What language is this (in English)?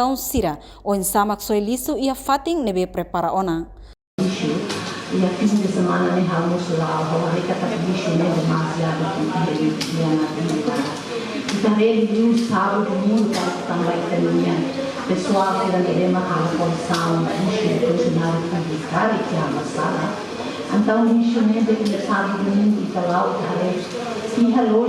Tetum